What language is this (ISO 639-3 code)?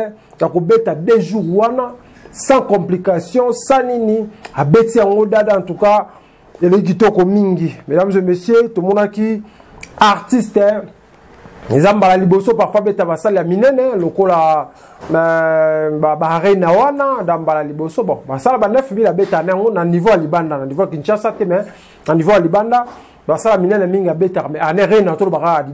lin